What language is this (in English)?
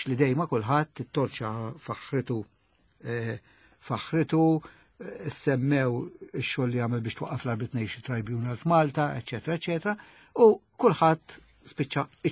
Maltese